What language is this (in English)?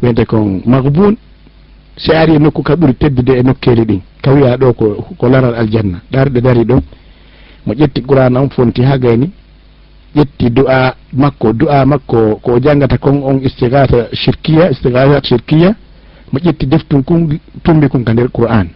Fula